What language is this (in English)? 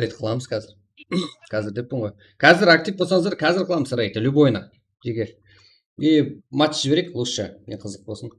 Kara-Kalpak